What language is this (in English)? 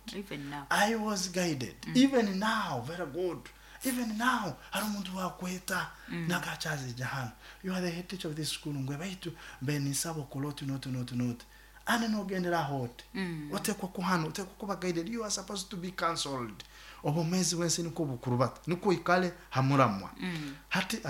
Nyoro